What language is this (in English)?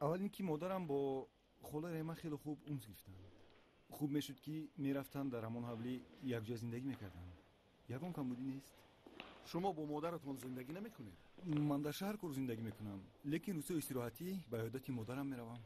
Tajik